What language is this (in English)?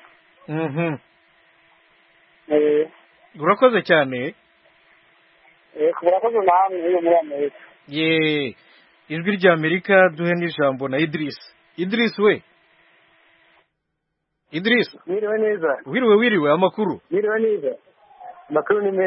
Kinyarwanda